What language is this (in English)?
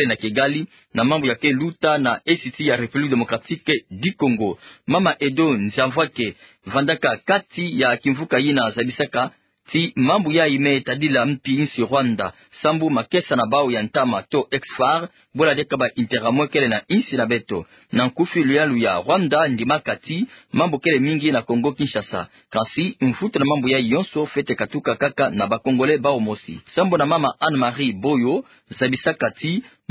Kituba (Democratic Republic of Congo)